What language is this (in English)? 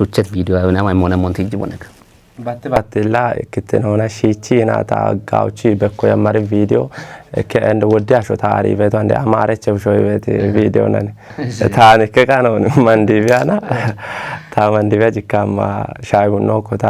Kafa